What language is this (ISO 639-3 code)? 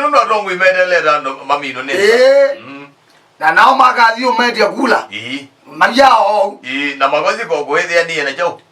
kam